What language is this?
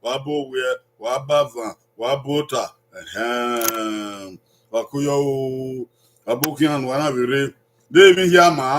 Bini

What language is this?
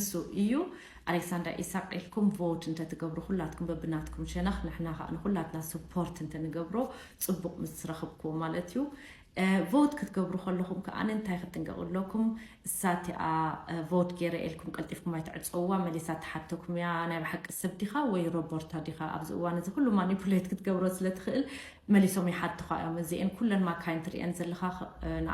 Tigrinya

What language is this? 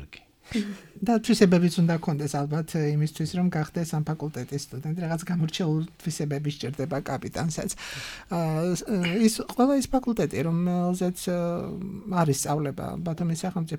Georgian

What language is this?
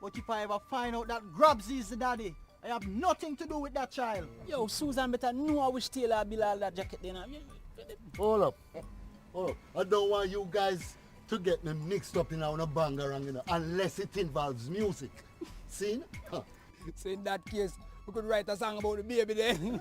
Jamaican Creole English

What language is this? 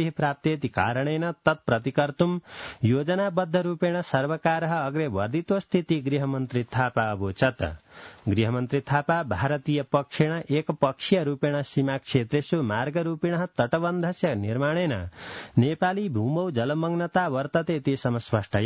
Sanskrit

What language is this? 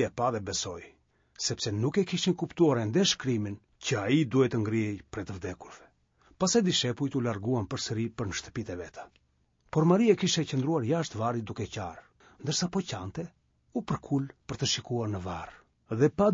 Albanian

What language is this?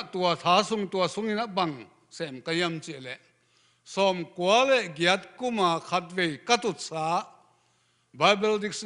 Tedim Chin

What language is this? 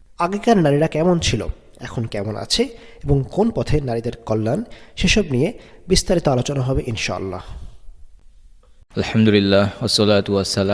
Bangla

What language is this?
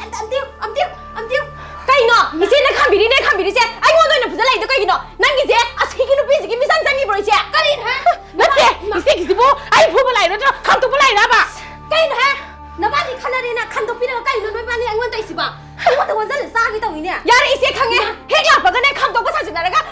Manipuri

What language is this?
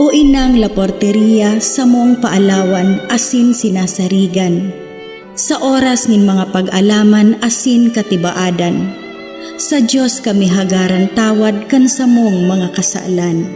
Bikol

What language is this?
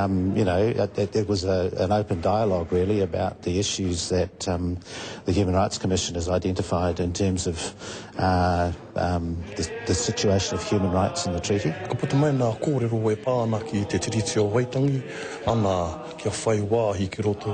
Māori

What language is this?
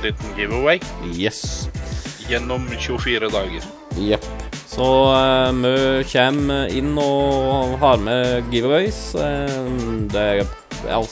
Norwegian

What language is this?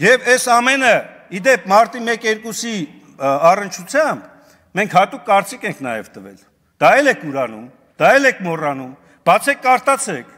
Armenian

